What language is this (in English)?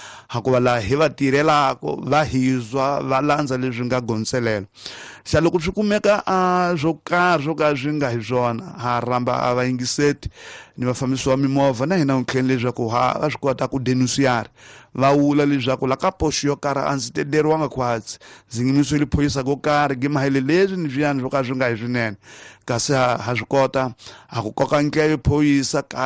Tsonga